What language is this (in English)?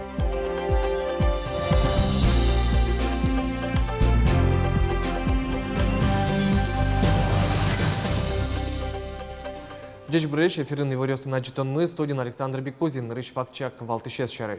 Udmurt